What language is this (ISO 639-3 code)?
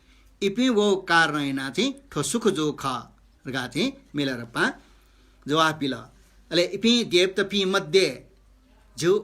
new